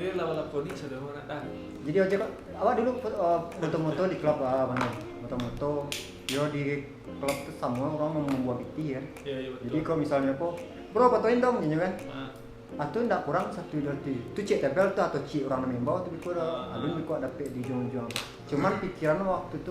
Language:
Minangkabau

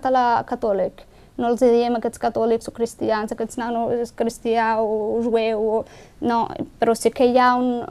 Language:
Catalan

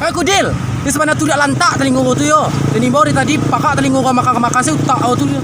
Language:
Minangkabau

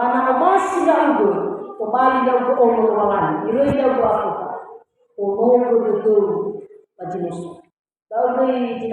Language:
Nias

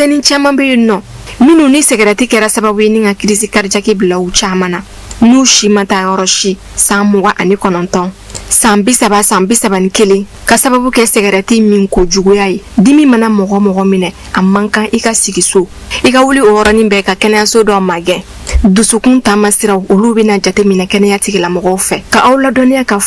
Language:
Bambara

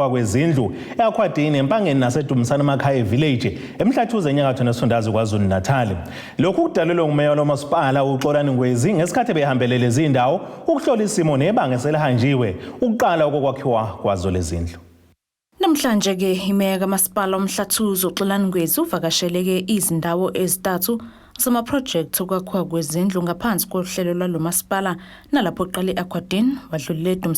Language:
Zulu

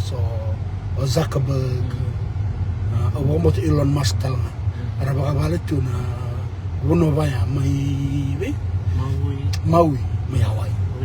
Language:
Fijian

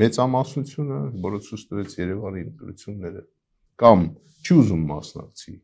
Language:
Armenian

